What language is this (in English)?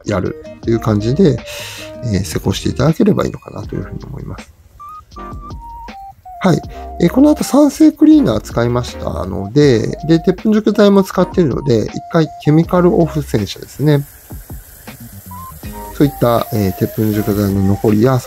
Japanese